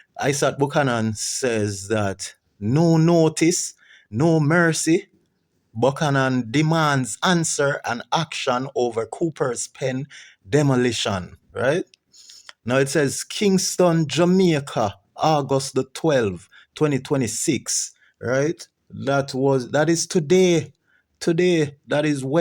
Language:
Jamaican Creole English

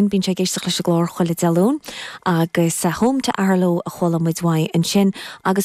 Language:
Irish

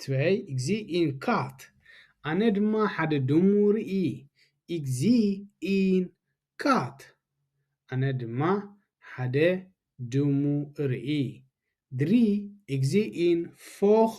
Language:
Tigrinya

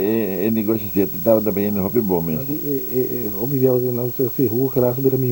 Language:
Papiamento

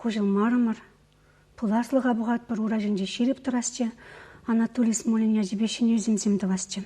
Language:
Chuvash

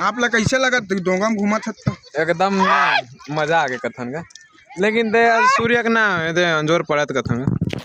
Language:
Chhattisgarhi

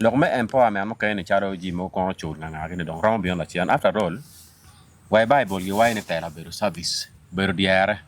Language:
Acoli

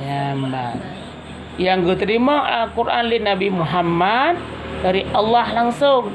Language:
Achinese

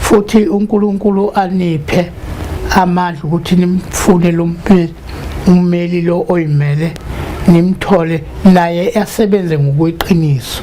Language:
Zulu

